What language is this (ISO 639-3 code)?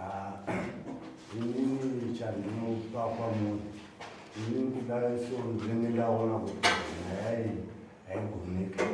sna